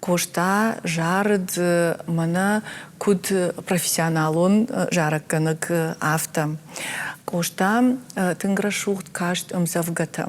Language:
Ossetic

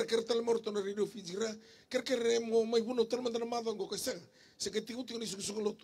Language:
Fijian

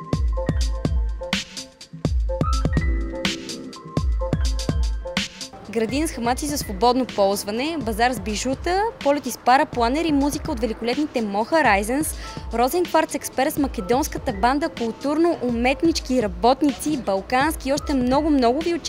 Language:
Bulgarian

